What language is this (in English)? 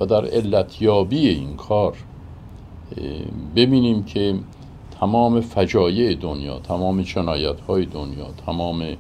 Persian